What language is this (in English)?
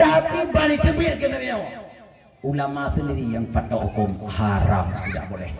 Achinese